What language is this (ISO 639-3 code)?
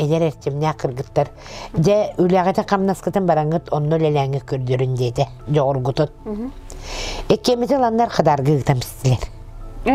sah